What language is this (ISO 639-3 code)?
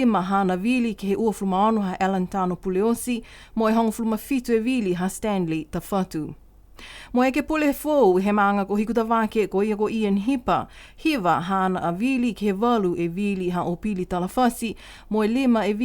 niu